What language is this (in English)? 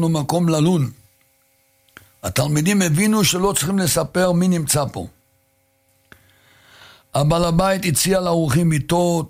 Hebrew